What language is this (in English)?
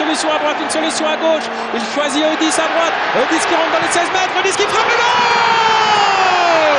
French